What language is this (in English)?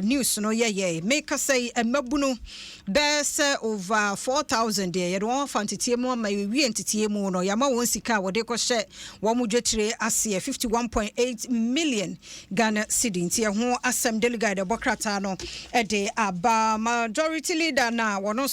Akan